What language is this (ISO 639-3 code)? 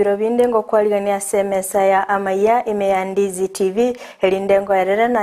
guz